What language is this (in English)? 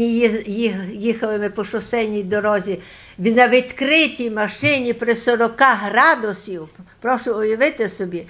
Ukrainian